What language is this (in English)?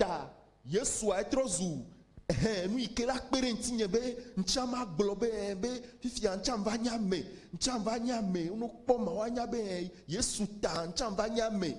Ewe